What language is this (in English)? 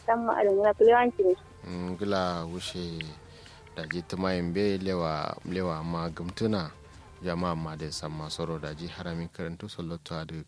Kanuri